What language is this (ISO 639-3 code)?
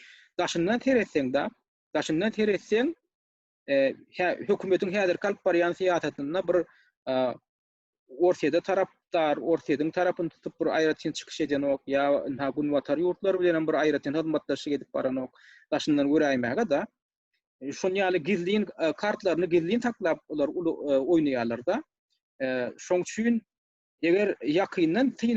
tuk